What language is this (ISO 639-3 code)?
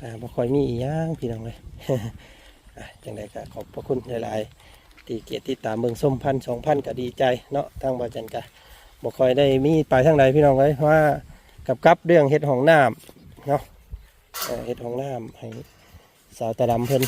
lao